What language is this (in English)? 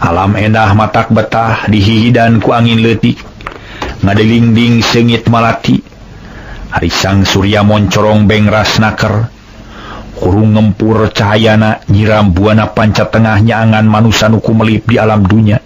Sundanese